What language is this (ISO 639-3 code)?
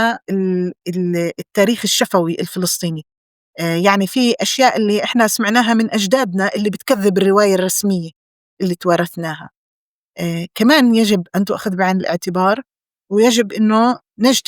apc